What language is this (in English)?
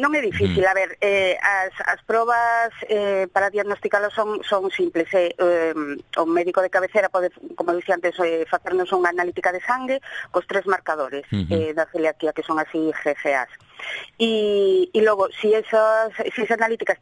Galician